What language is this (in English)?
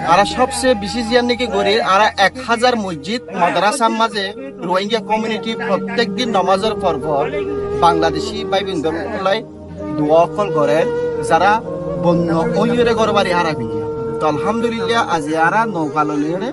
Rohingya